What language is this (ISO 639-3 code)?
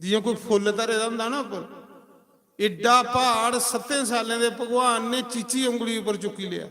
doi